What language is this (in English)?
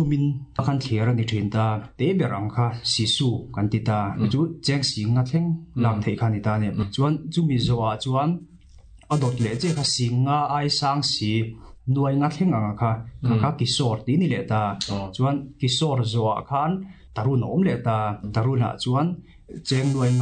Mizo